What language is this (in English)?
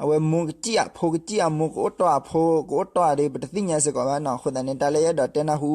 S'gaw Karen